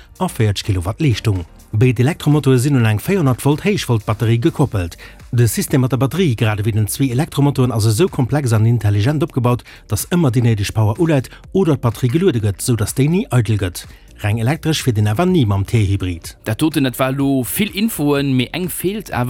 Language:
Luxembourgish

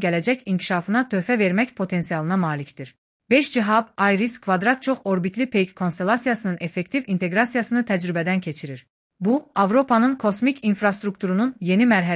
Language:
Azerbaijani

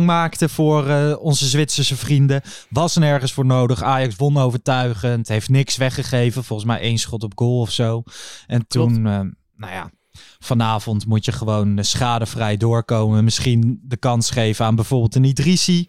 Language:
Dutch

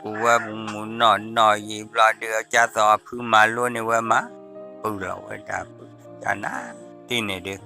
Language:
S'gaw Karen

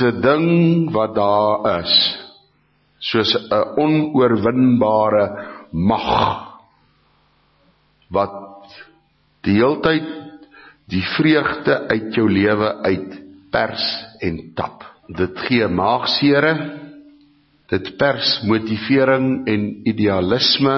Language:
Afrikaans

